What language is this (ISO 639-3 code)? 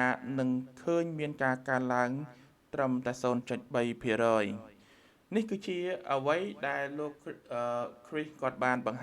khm